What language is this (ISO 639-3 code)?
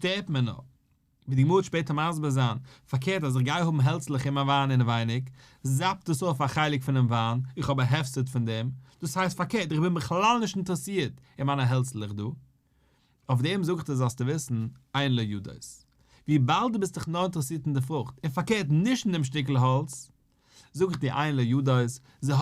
yid